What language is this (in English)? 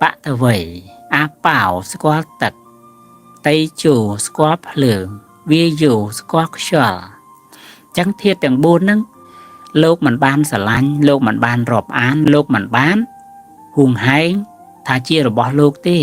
Khmer